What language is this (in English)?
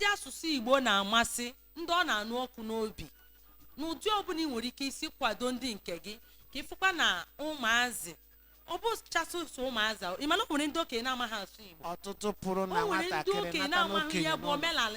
Igbo